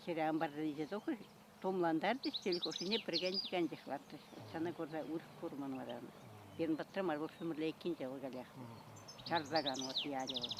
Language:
Chuvash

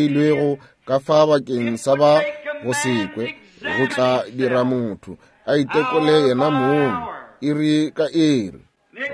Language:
Northern Sotho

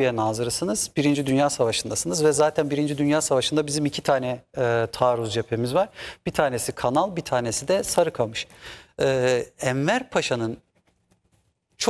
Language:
Turkish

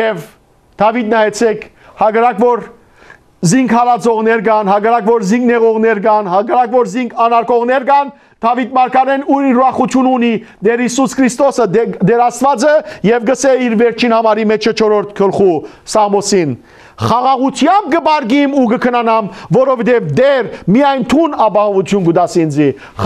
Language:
Western Armenian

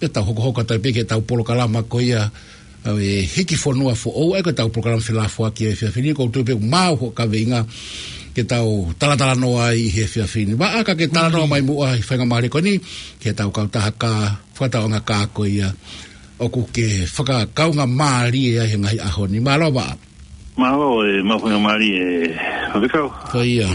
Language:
Tongan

